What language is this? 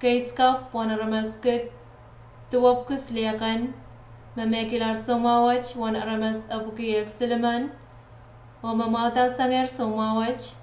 Pohnpeian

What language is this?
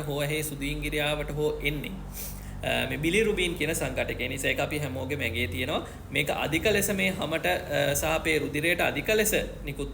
Sinhala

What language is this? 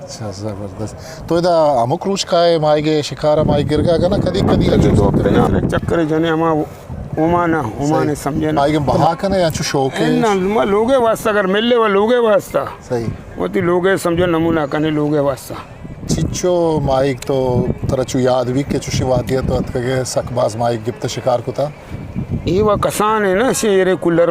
Eastern Balochi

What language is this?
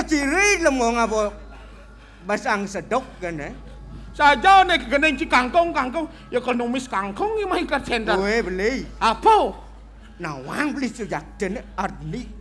Balinese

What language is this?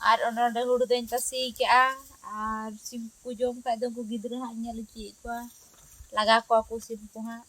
Santali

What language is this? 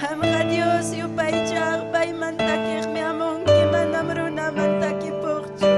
Ayacucho Quechua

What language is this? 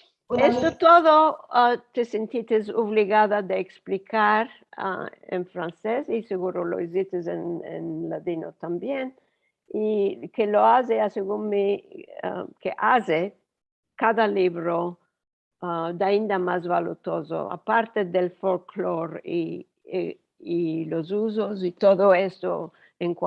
Ladino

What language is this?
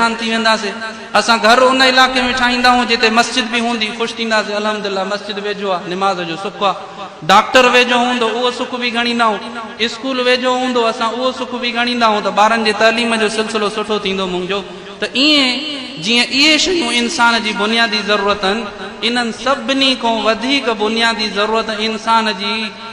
Sindhi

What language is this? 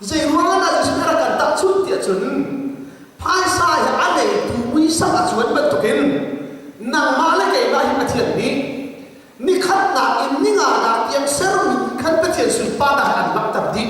Hakha Chin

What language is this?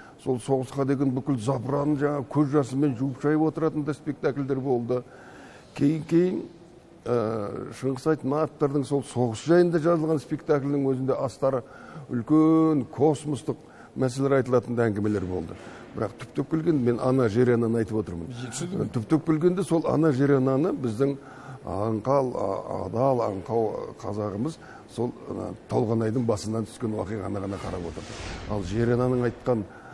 Kazakh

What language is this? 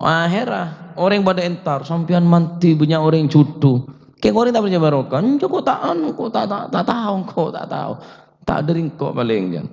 Madurese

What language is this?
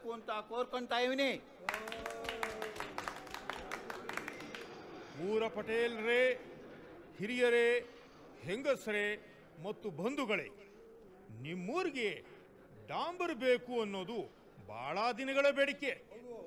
Kannada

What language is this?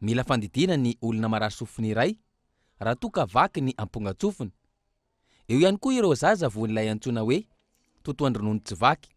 Malagasy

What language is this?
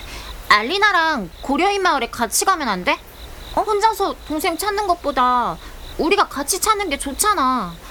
Korean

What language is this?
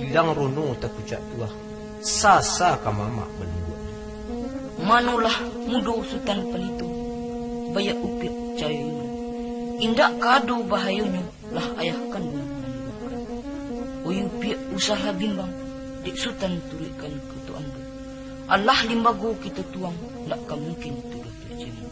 Minangkabau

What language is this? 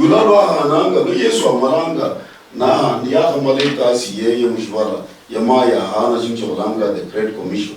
Luyia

